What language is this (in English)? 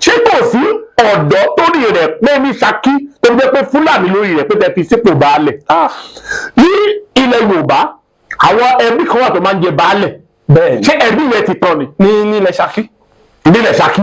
Yoruba